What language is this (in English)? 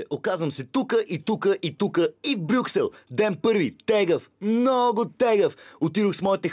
Bulgarian